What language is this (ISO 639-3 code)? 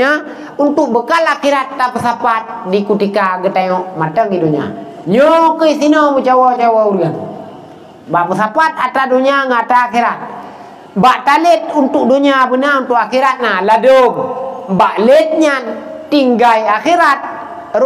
ace